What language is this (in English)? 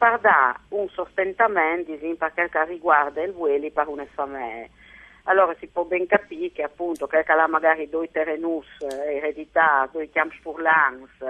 Friulian